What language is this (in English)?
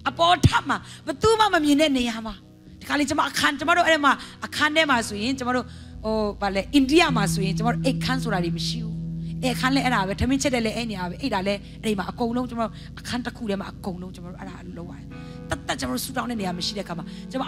Burmese